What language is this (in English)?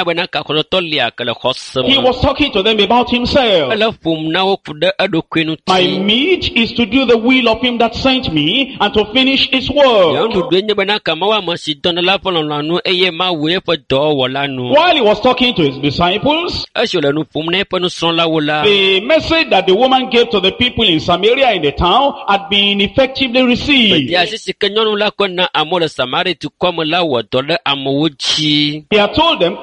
Ewe